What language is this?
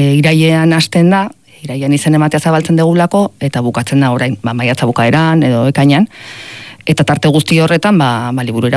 Basque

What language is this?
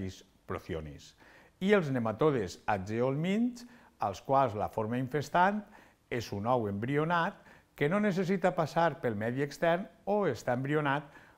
Catalan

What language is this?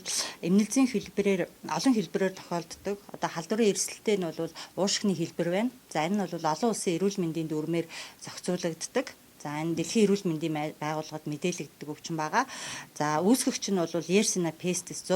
Mongolian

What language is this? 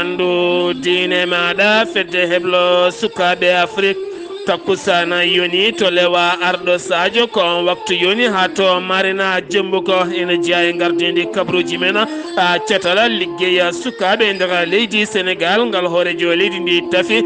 Fula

